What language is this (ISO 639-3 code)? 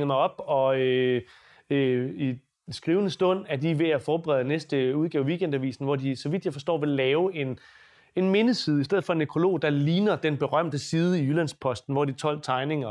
dan